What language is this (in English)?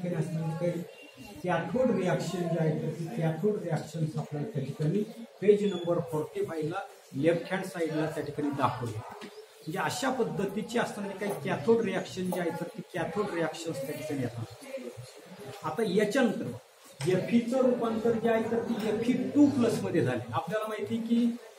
Marathi